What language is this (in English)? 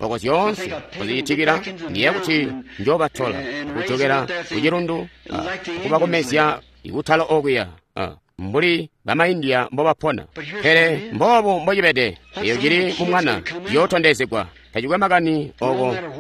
Tonga (Zambia)